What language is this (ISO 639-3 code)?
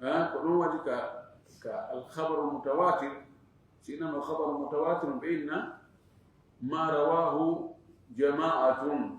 ful